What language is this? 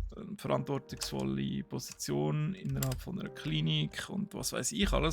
Swiss German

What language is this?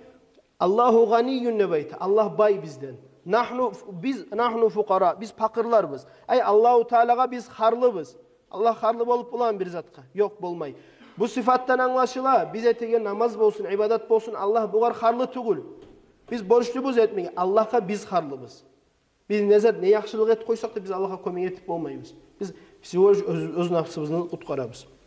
Kumyk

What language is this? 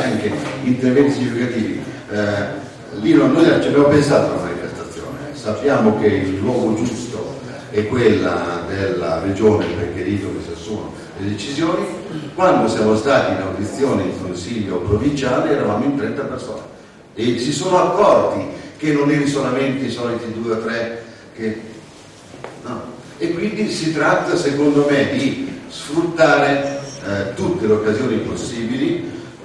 Italian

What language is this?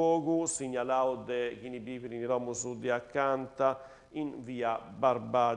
Sardinian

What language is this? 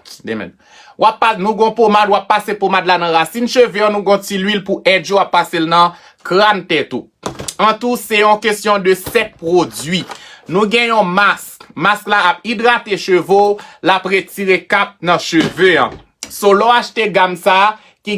Haitian Creole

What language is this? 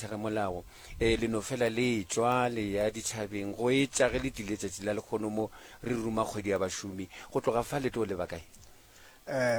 Northern Sotho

